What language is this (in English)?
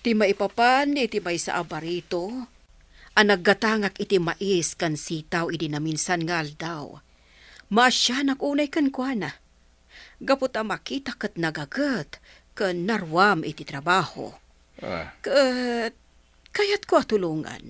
Iloko